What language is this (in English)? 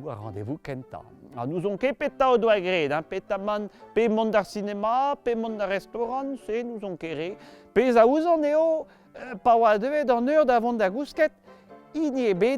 Breton